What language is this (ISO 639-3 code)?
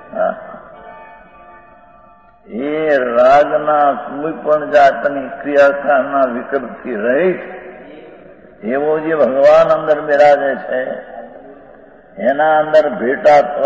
guj